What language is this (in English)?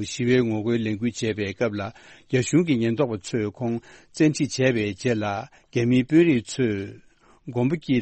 Tibetan